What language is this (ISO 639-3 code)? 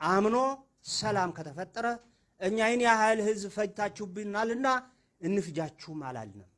amh